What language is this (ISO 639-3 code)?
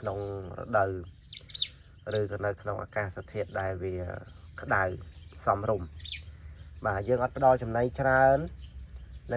khm